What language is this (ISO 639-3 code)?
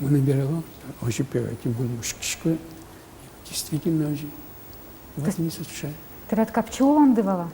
udm